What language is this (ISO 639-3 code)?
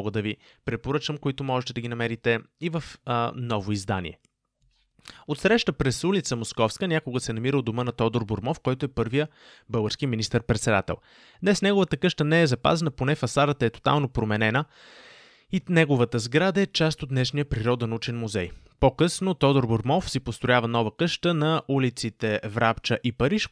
bul